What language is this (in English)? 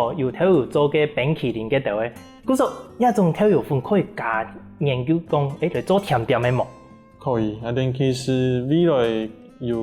Hakka Chinese